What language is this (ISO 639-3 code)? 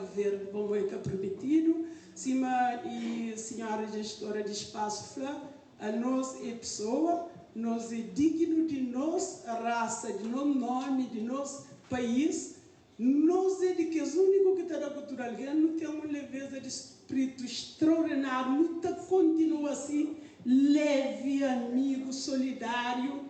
kea